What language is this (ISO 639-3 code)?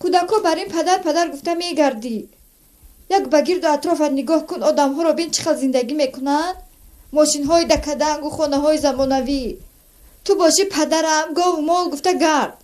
tgk